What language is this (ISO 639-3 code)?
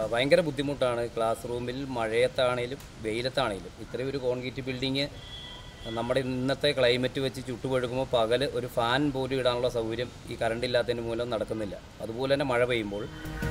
mal